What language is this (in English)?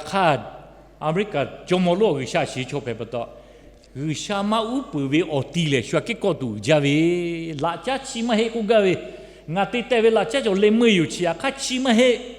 Lahu